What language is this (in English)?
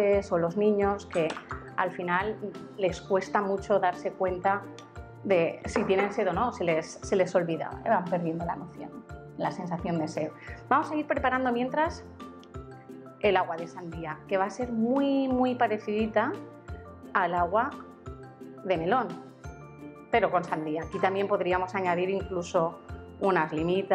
Spanish